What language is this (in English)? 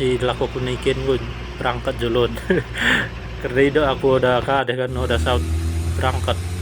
Batak Dairi